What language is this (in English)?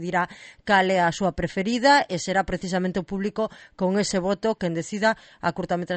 Galician